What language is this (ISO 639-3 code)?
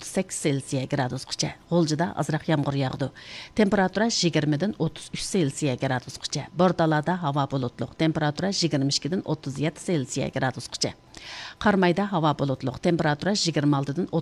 uig